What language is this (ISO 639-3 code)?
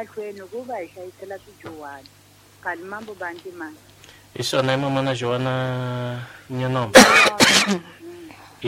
tso